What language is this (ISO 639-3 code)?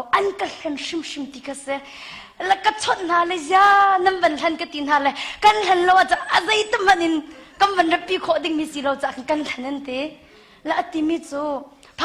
cnh